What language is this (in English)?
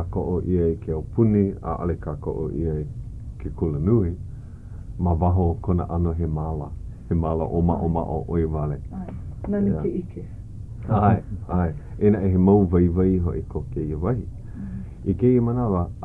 Hawaiian